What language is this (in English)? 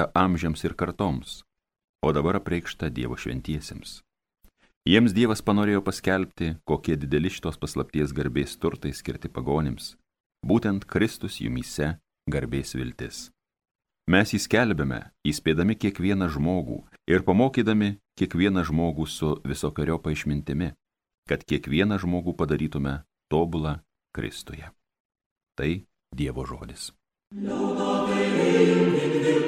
Lithuanian